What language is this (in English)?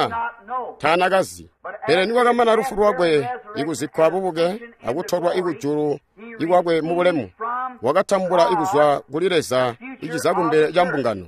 Tonga (Zambia)